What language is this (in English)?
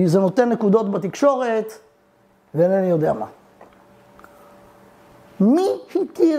Hebrew